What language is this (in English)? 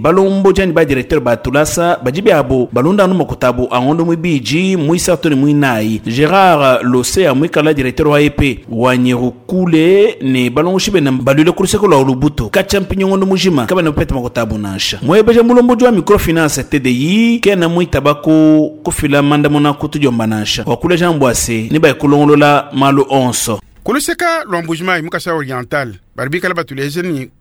Luba-Lulua